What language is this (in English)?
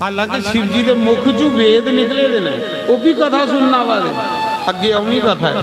Dogri